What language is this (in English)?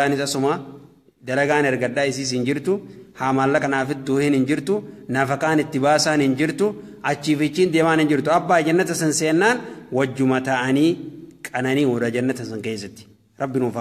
Oromo